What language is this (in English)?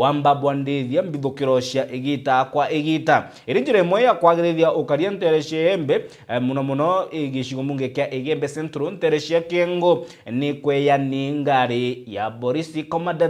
Meru